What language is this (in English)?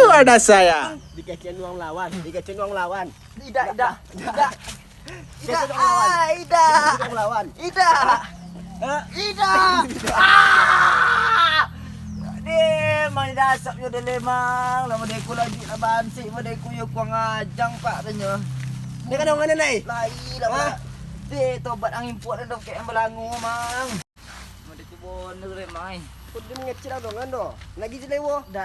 Minangkabau